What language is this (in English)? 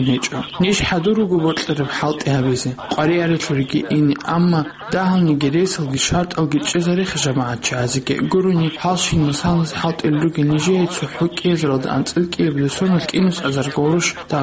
Avaric